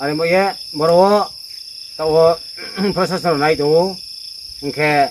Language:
Riang (India)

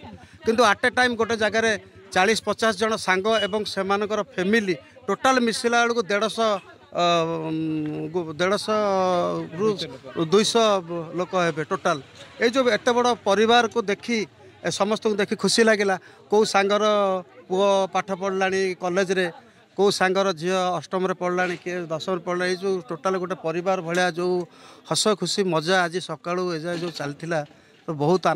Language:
Odia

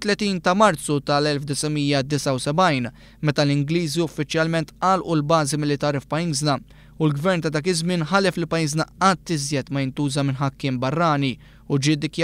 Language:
Maltese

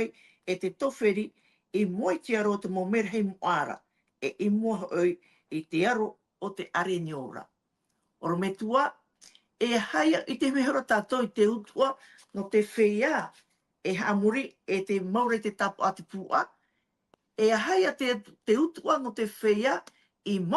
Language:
Tahitian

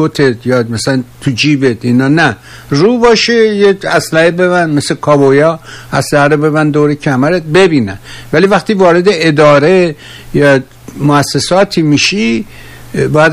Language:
Persian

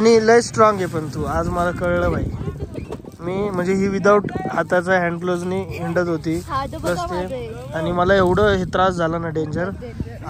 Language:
Marathi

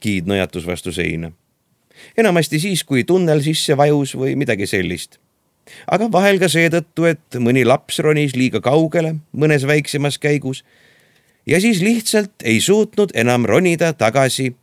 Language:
Estonian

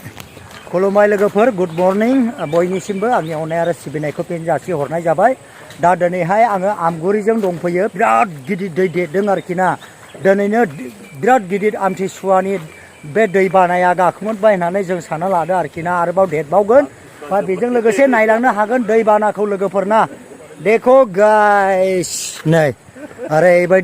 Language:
Bodo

